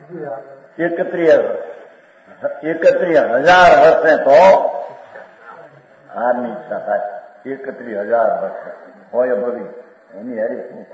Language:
Gujarati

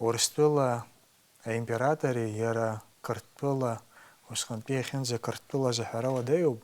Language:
Abkhazian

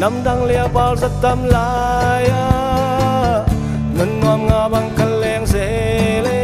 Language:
Tedim Chin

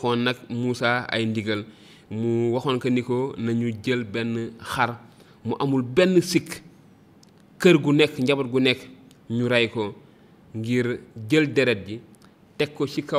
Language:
Wolof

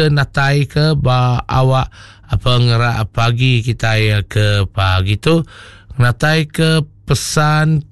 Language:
Iban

